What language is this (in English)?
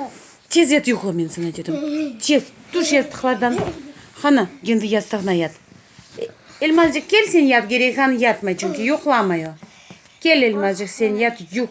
Crimean Tatar